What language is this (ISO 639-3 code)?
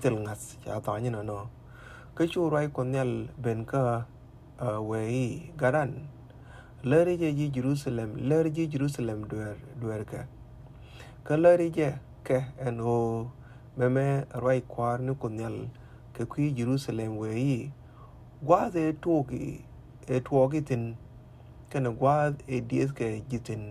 nus